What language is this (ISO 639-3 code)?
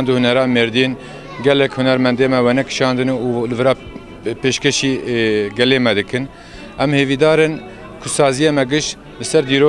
kur